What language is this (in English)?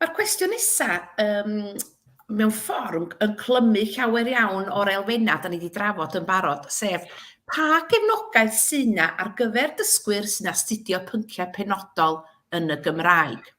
Welsh